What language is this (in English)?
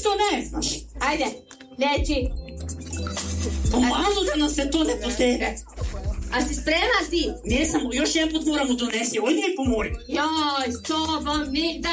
Croatian